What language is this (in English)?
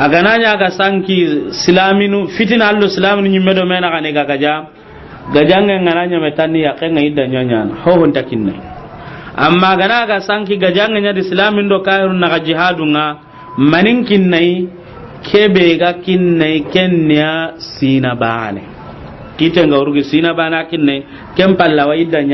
Soninke